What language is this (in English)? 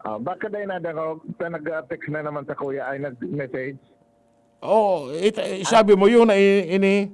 Bikol